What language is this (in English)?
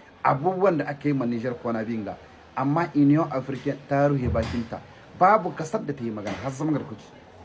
Hausa